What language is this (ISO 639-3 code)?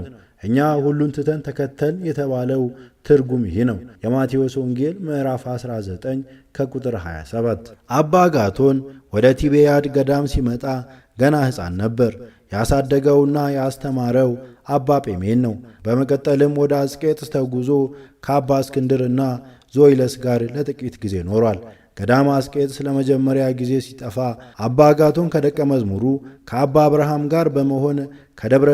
amh